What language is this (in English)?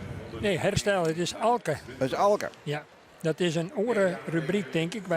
Western Frisian